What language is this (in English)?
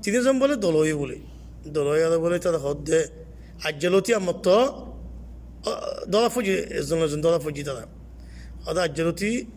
Rohingya